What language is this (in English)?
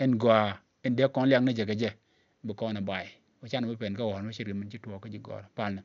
Nuer